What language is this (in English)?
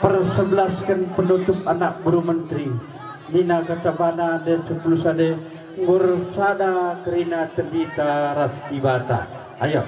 Batak Karo